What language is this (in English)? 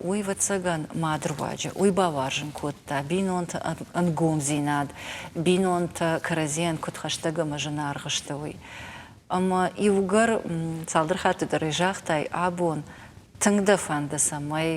Ossetic